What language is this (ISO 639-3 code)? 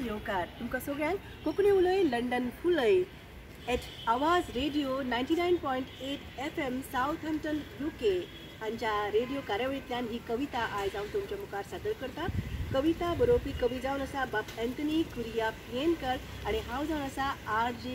kok